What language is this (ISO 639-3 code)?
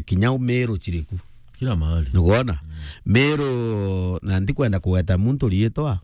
mer